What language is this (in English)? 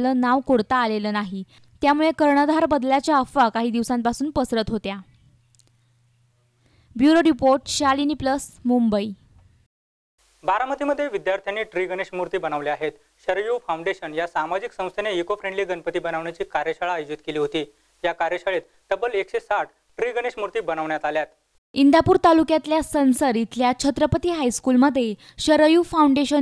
Marathi